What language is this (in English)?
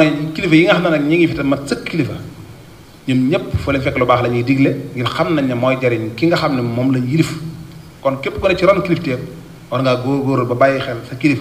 Wolof